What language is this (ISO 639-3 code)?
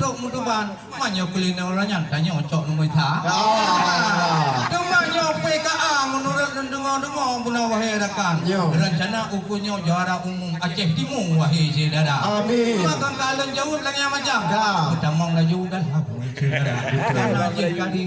ace